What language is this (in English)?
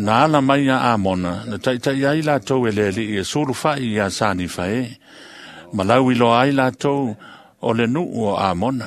Samoan